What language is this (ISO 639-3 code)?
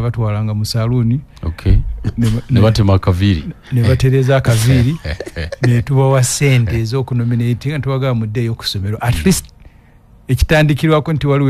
lug